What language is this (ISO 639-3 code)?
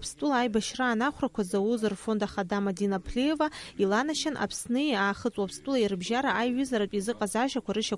abk